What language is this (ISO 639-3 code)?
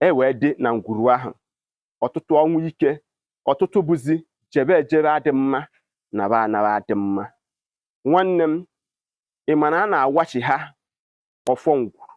ibo